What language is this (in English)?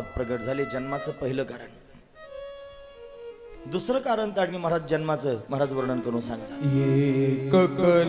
Marathi